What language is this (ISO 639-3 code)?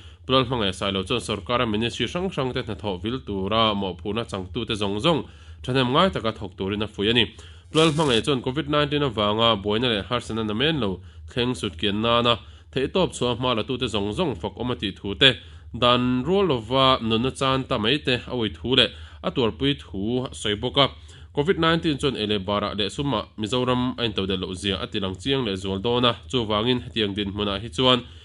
lus